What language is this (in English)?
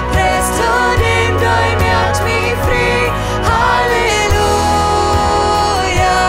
Plautdietsch